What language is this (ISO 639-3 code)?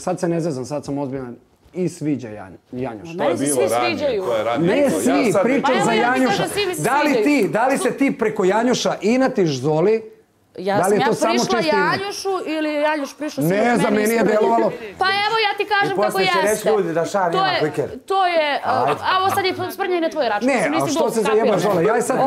srp